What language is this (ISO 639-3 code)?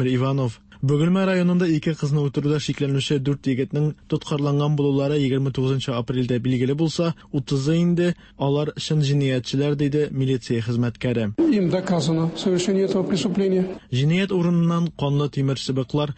tat